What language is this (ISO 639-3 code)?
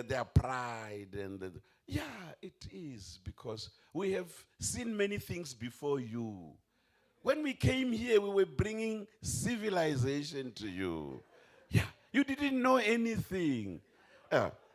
ven